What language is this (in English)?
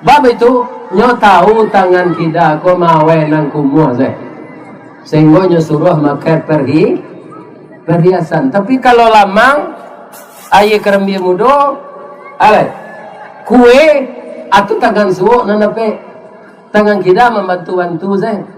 Minangkabau